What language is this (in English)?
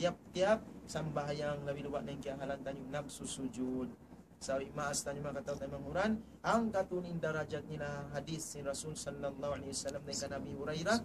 Tausug